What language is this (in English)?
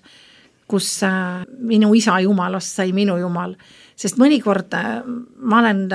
Estonian